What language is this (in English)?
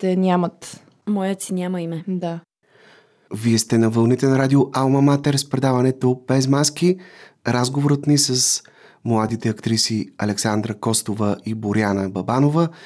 Bulgarian